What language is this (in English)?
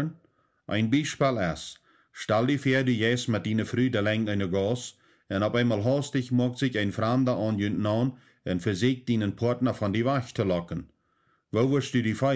Plautdietsch